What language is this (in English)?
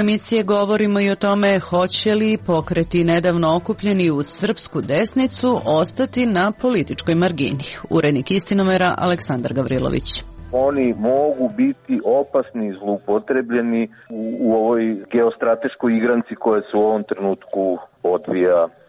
Serbian